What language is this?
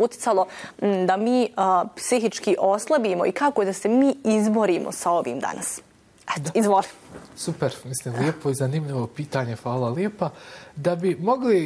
Bosnian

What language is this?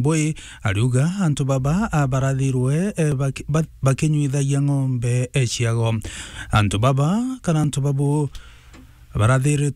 Meru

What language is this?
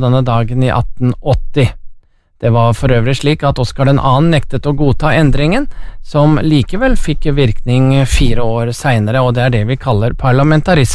Norwegian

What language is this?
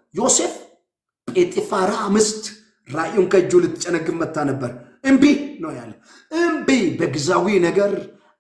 Amharic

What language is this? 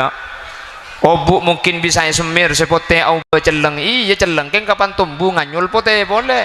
Madurese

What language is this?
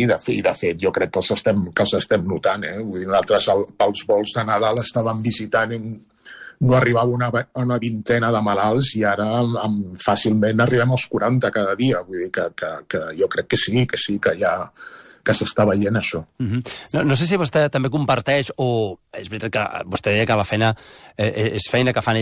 Catalan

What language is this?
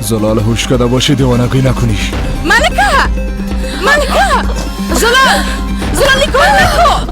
Persian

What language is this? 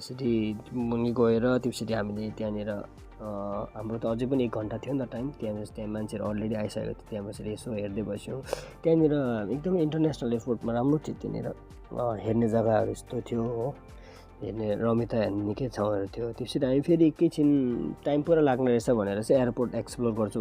Nepali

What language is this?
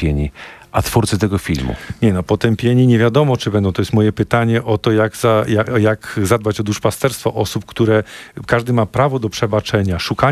Polish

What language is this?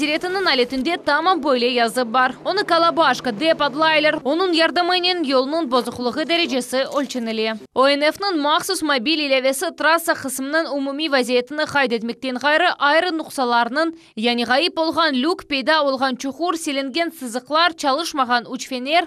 Crimean Tatar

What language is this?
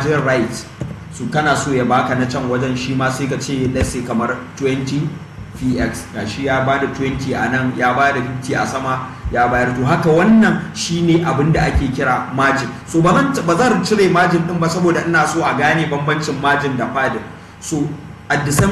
Hausa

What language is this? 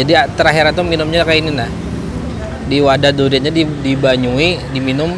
Banjar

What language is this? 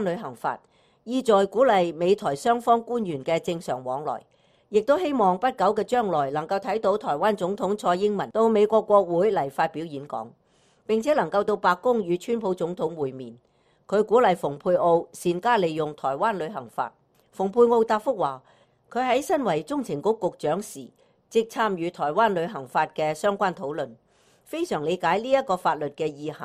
Cantonese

